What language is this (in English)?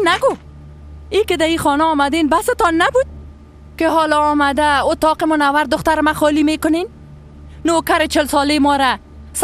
Persian